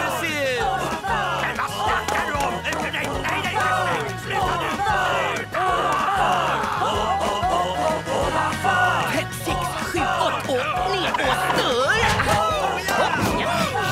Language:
Swedish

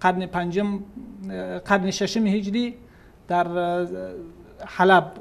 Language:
Persian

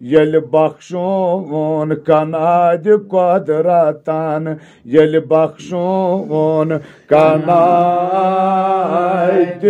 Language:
Kashmiri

